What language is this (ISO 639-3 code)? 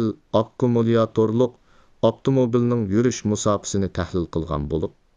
uig